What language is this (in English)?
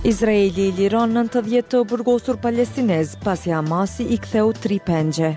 Albanian